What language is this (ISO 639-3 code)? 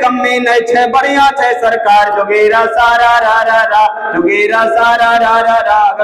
anp